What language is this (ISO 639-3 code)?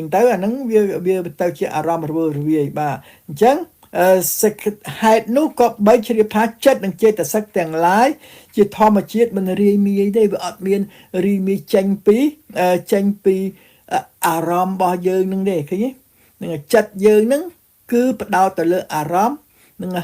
khm